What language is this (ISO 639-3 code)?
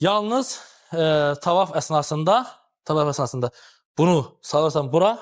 aze